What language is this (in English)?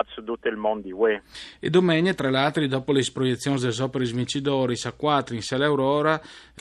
Friulian